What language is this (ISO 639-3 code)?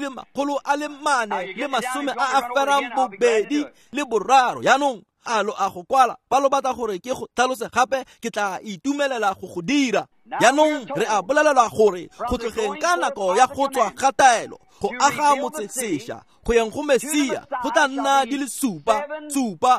tsn